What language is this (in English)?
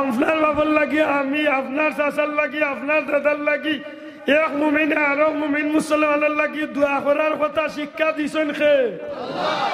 Sylheti